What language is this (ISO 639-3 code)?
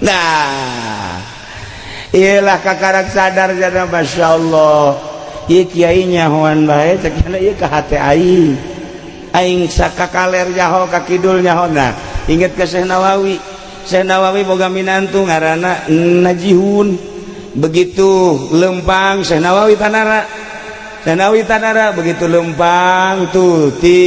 sun